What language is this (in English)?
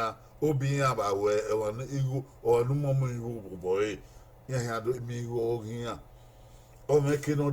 Bini